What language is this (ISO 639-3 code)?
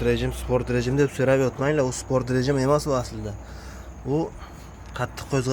uzb